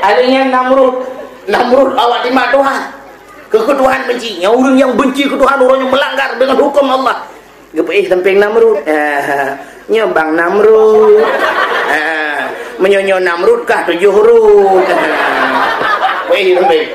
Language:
Achinese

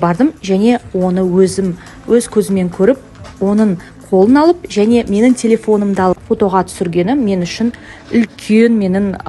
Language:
Kazakh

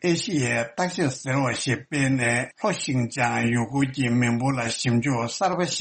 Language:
Tibetan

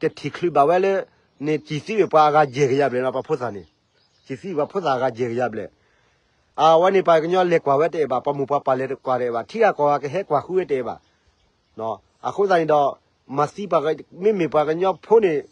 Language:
S'gaw Karen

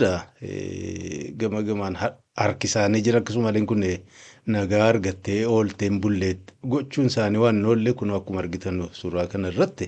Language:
Oromo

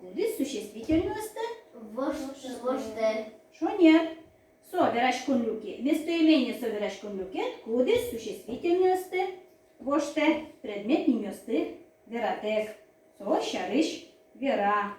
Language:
Udmurt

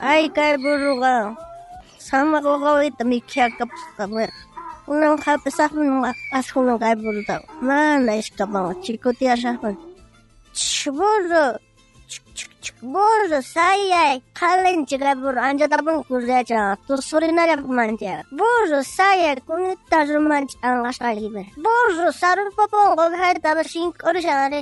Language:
South Bolivian Quechua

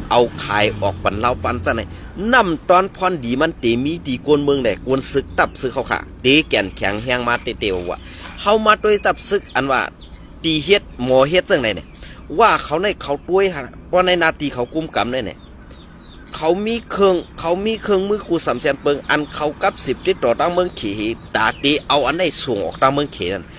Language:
Shan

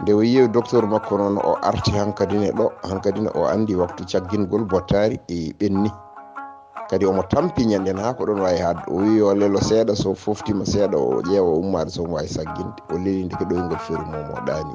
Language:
Fula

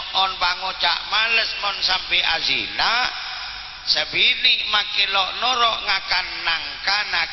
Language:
Madurese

